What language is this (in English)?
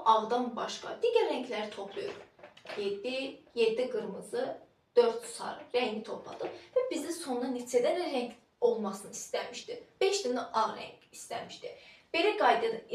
Azerbaijani